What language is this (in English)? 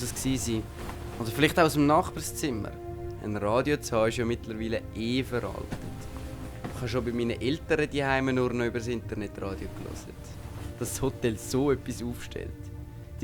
Swiss German